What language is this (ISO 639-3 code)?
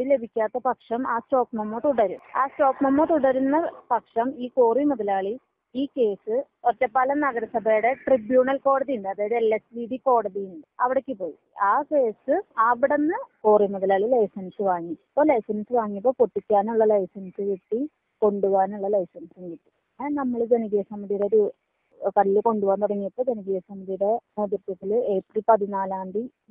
mal